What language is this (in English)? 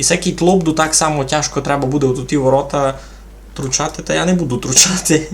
Rusyn